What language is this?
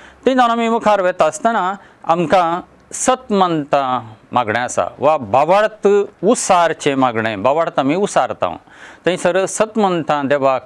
Konkani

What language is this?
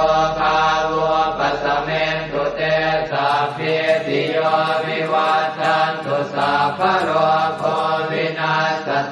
Pali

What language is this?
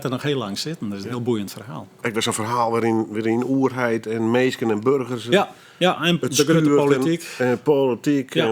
Western Frisian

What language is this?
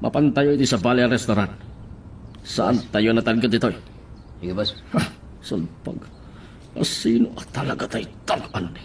Iloko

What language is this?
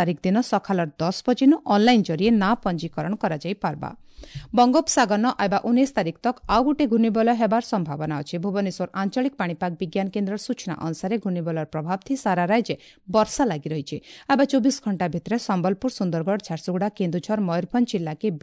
Odia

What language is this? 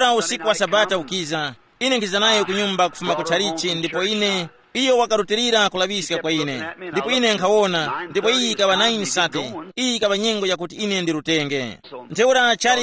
Tumbuka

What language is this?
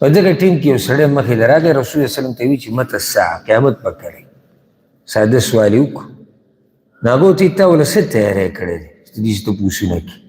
Pashto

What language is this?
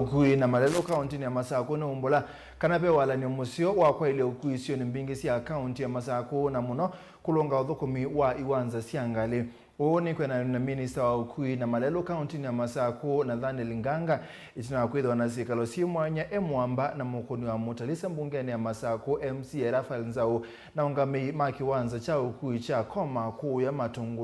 Kamba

